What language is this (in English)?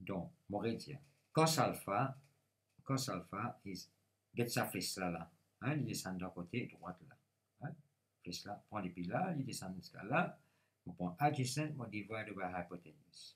Morisyen